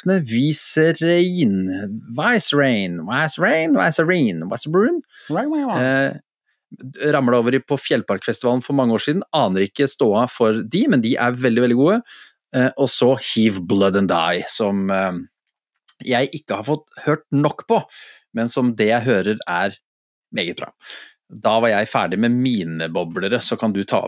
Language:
Norwegian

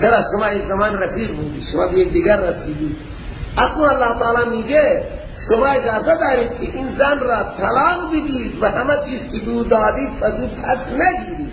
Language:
Persian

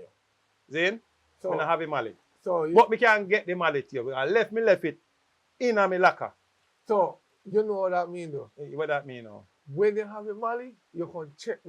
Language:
Jamaican Creole English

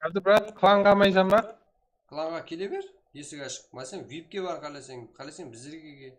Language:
Kara-Kalpak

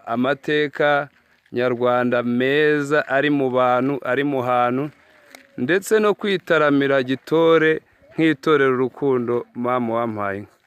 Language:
Kinyarwanda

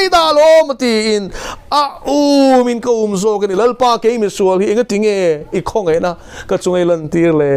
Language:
Mizo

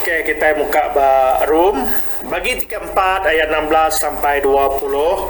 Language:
Iban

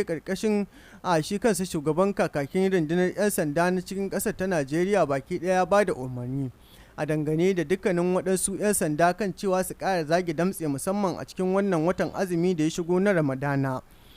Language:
Hausa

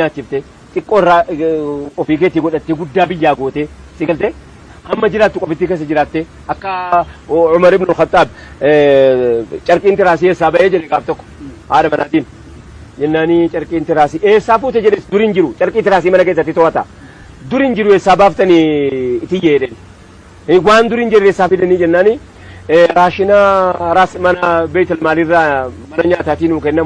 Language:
Oromo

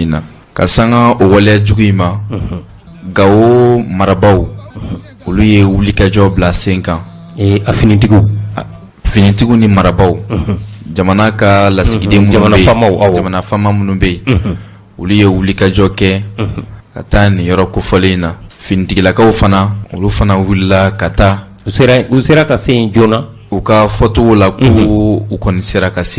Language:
Bambara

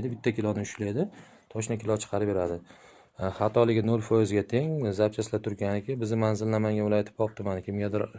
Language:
Uzbek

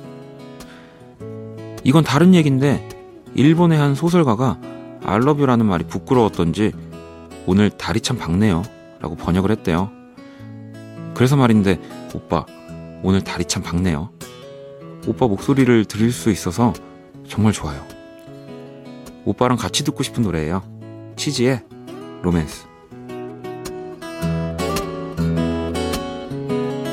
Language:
Korean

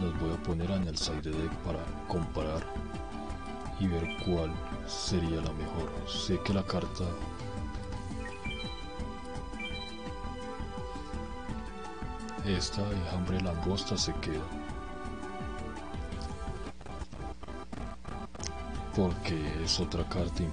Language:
Spanish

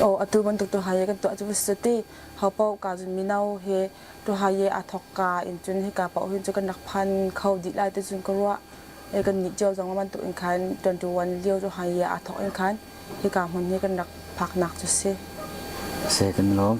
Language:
Hakha Chin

